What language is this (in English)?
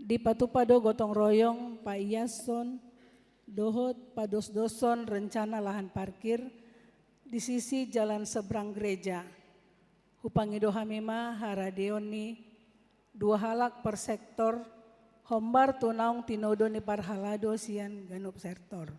Batak Toba